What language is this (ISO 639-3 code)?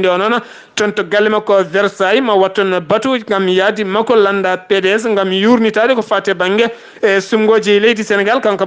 ful